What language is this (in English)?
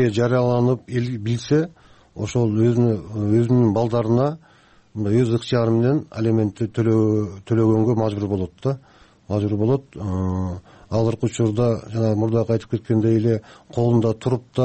Kyrgyz